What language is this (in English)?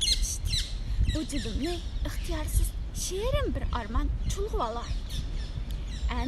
Uyghur